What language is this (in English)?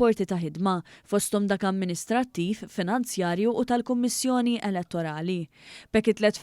Maltese